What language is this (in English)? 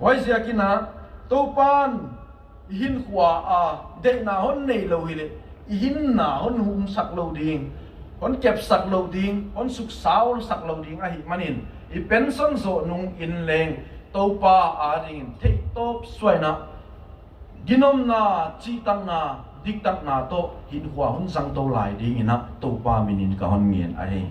Tedim Chin